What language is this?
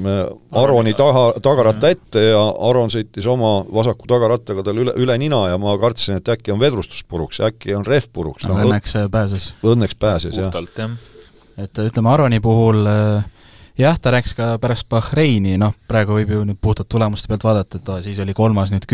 Estonian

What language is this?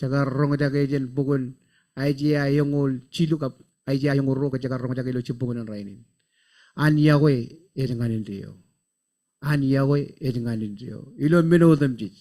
Marshallese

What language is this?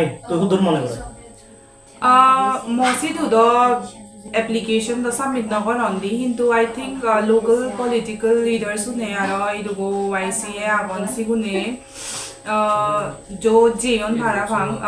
Chakma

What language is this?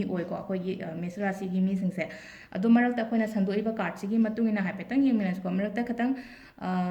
Manipuri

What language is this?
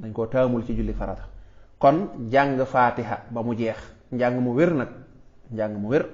Wolof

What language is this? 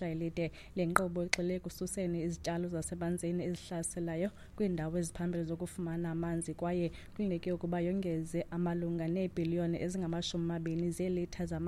Xhosa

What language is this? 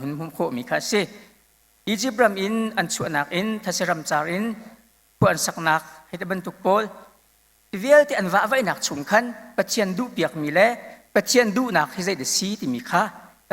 Hakha Chin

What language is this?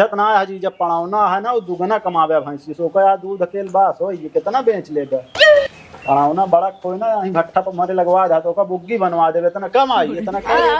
Awadhi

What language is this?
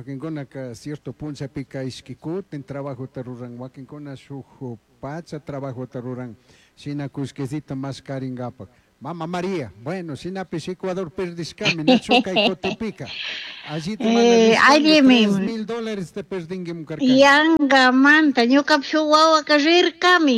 Chimborazo Highland Quichua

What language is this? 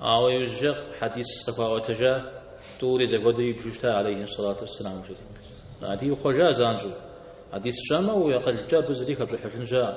Kabardian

